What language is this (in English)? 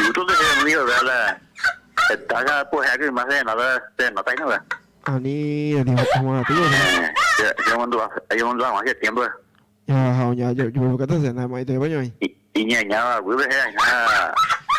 Guarani